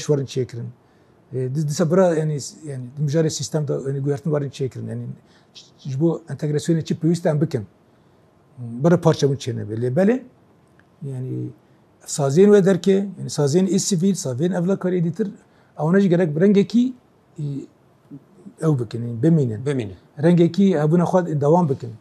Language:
Kurdish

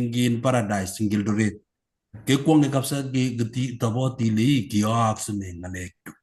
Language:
Kalenjin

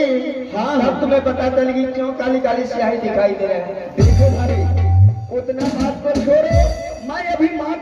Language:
Angika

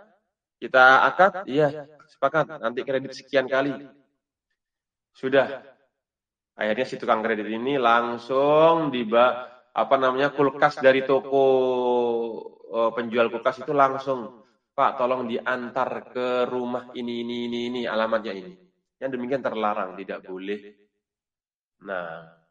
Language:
Indonesian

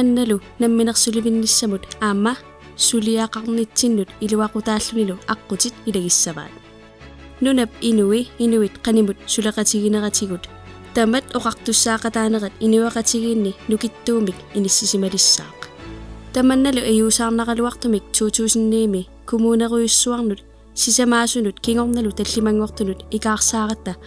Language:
Kalaallisut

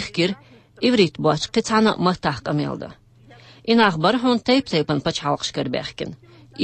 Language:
Chechen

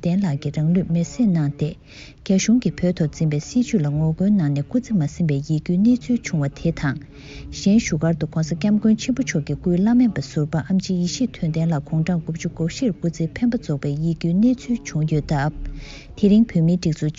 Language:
Tibetan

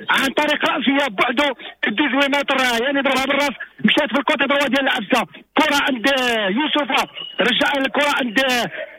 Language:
Moroccan Arabic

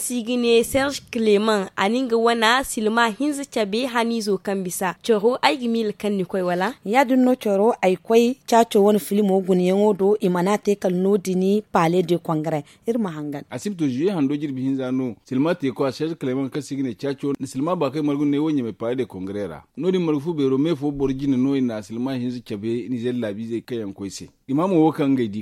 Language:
Zarma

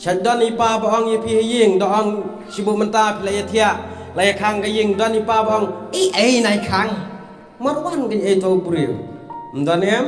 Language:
Khasi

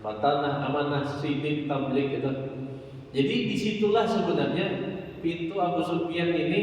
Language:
Banjar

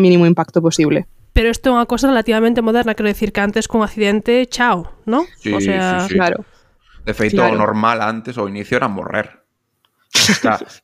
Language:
Galician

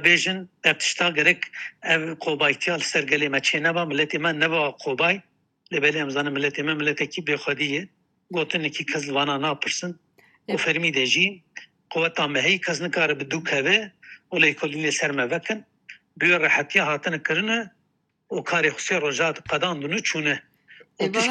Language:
Kurdish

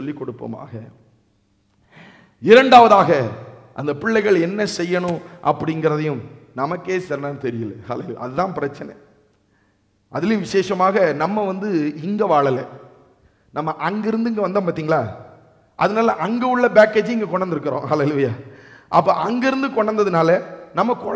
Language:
Tamil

